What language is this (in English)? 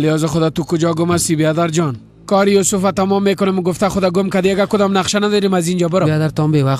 Persian